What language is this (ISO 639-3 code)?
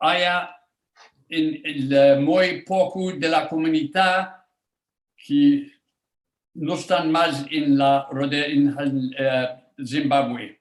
lad